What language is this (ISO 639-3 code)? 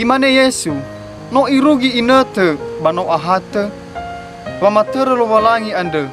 nia